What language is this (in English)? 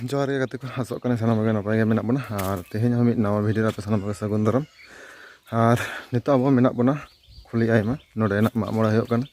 Santali